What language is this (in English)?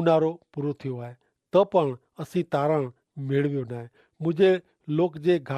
Kachhi